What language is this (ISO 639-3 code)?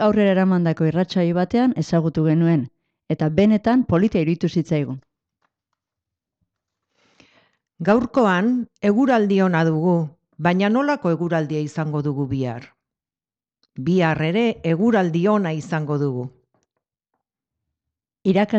eus